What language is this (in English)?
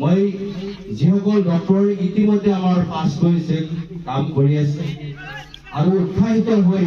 Assamese